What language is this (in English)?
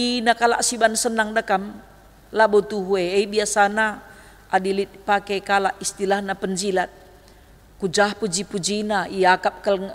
Batak Karo